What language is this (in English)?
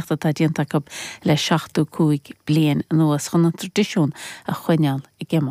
Irish